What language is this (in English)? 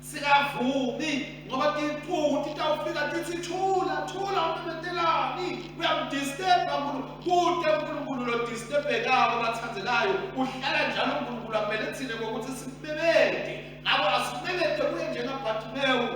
Swati